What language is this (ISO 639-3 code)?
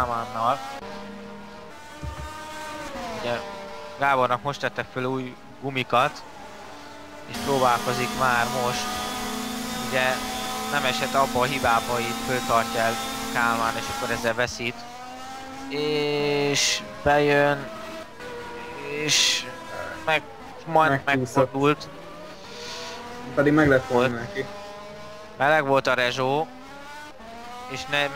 hun